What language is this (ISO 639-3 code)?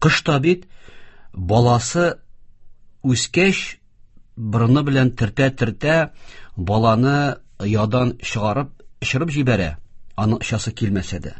tat